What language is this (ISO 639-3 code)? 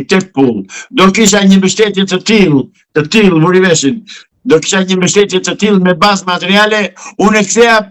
sqi